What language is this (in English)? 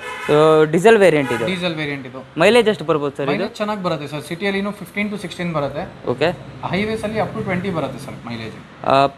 Kannada